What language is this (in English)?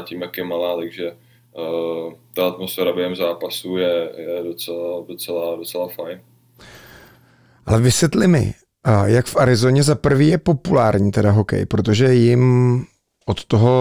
Czech